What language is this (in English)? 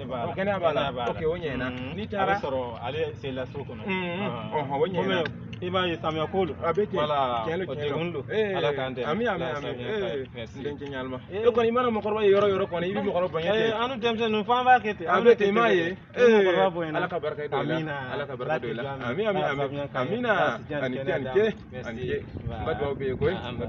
Bambara